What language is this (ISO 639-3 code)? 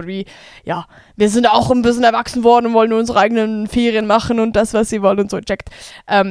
gsw